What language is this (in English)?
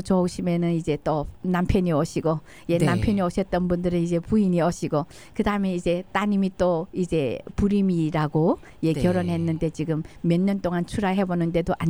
Korean